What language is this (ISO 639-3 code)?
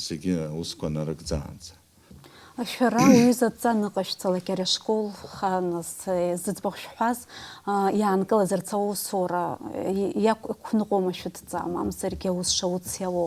abk